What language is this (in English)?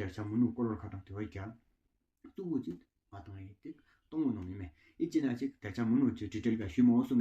Tawang Monpa